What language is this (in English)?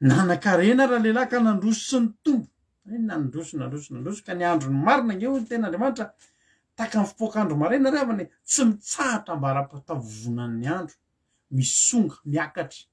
Malagasy